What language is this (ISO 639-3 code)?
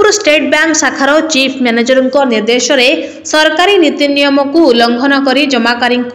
ori